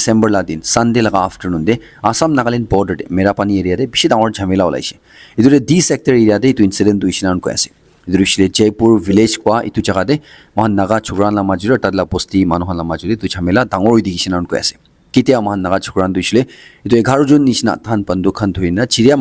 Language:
Naga Pidgin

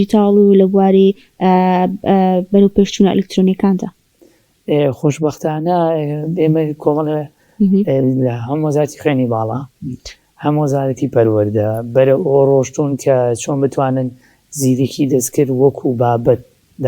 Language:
Central Kurdish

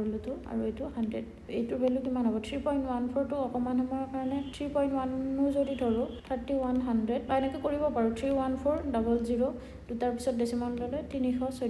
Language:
Assamese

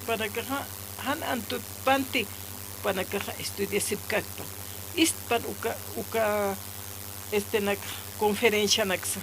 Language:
Aymara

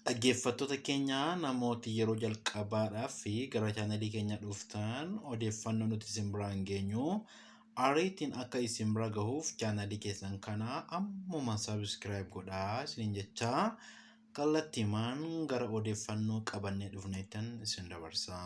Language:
Oromo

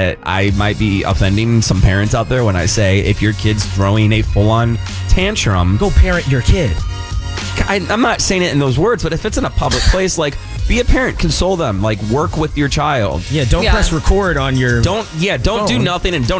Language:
English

